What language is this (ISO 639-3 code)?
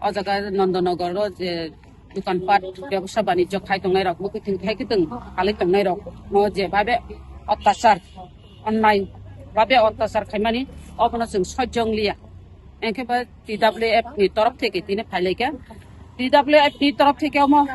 trp